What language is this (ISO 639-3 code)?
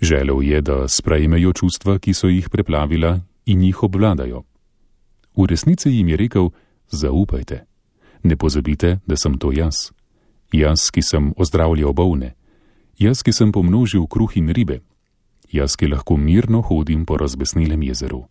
slv